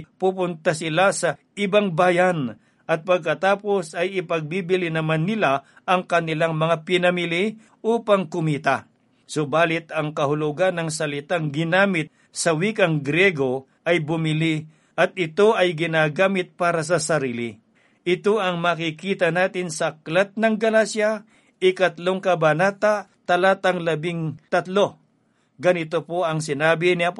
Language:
Filipino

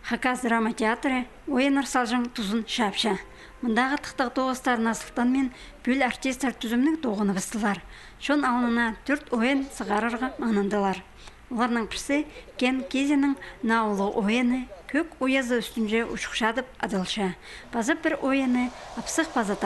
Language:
Khakas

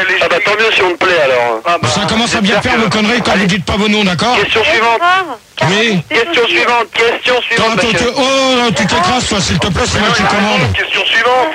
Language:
French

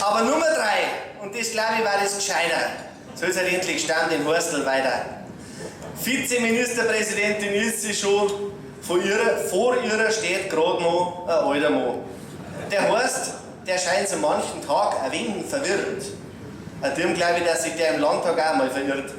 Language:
Bavarian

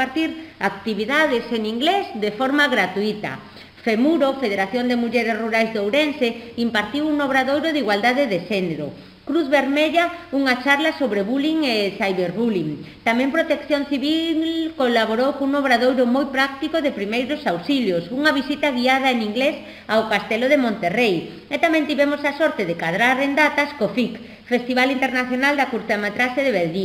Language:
Galician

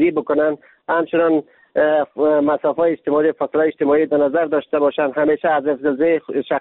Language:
Persian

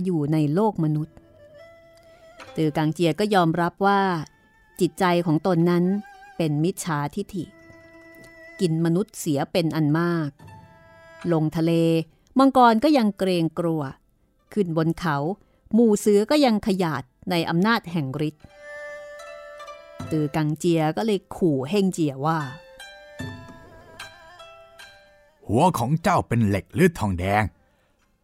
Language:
Thai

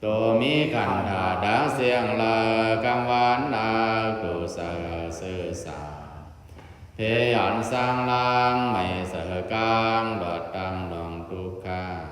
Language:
Pali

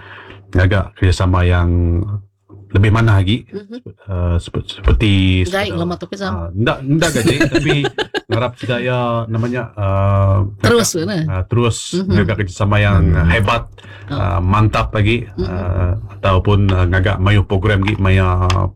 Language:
Iban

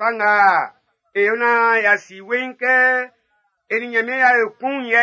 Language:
Baoulé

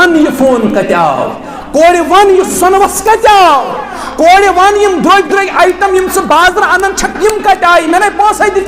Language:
Kashmiri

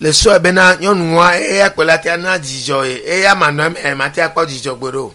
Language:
Ewe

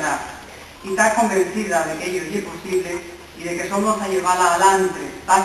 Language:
Asturian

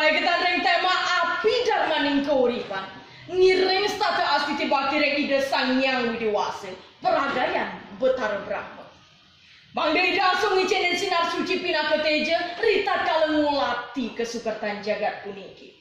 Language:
Balinese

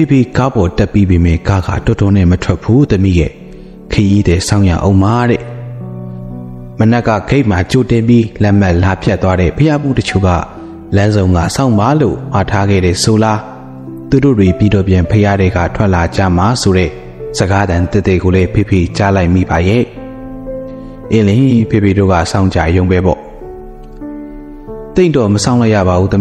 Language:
Burmese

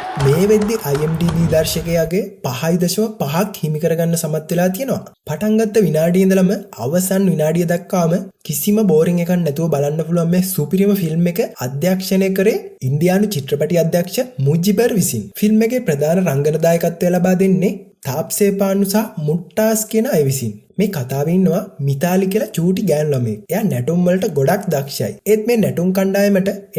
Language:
Sinhala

